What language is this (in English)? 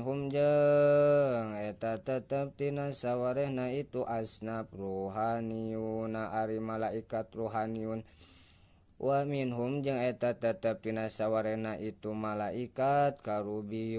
Sundanese